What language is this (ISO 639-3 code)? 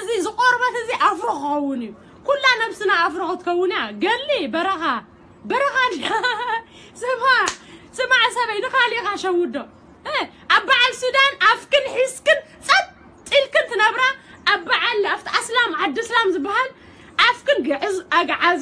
tir